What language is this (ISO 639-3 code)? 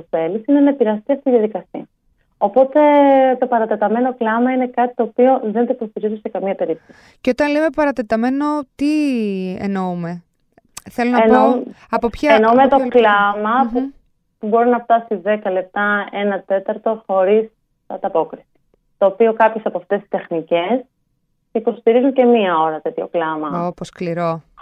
ell